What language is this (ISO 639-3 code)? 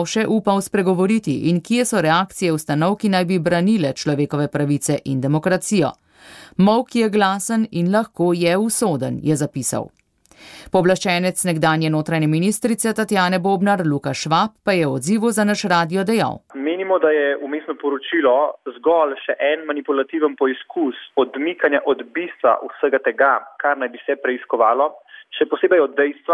slv